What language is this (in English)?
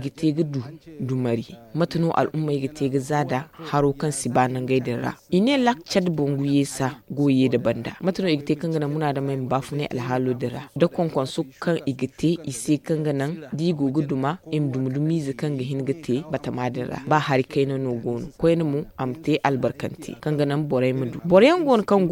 Zarma